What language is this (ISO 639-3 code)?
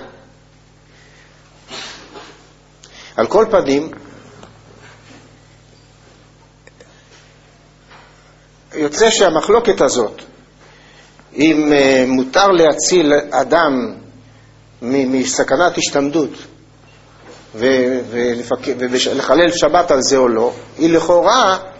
heb